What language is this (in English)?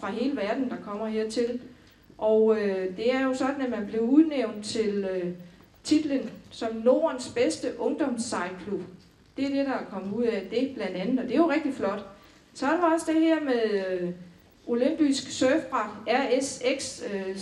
Danish